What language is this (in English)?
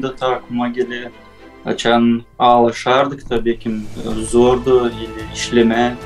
Gagauz